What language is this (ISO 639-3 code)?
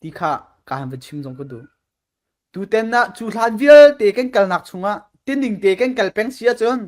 cfm